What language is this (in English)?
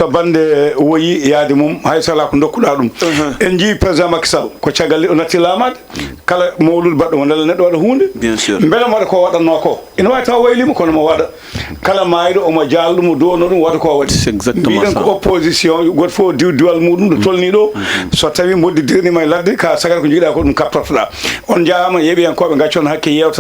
Fula